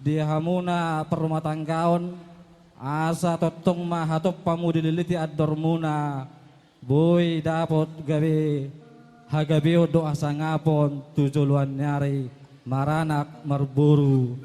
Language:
Batak Toba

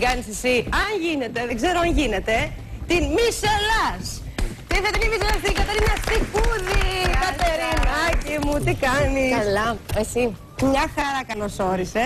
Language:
Greek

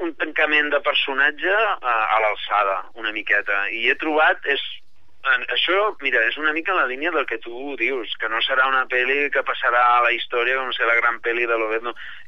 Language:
Catalan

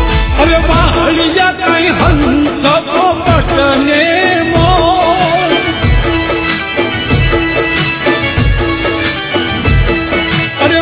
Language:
Gujarati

